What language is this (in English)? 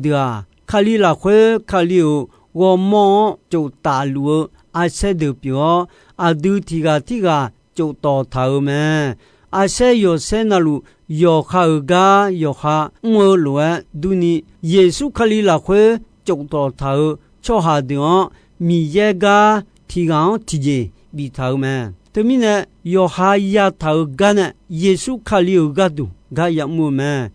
Akha